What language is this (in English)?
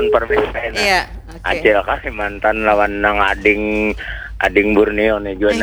Banjar